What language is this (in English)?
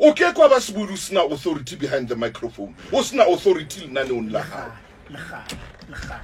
Southern Sotho